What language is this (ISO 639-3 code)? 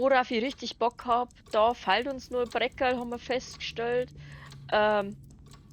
bar